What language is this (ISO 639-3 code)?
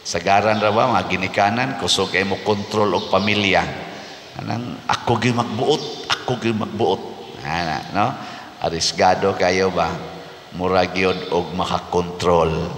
ceb